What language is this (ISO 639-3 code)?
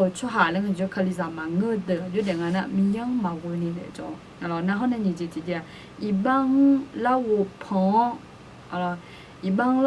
ahk